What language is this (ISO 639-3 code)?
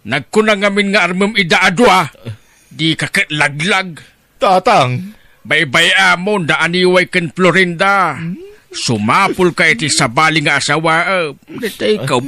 ilo